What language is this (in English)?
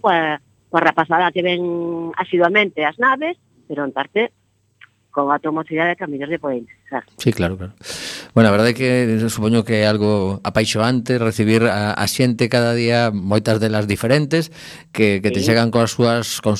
Galician